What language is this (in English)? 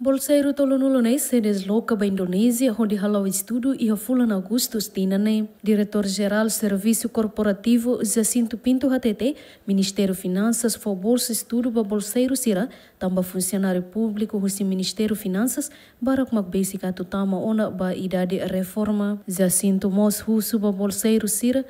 Tetum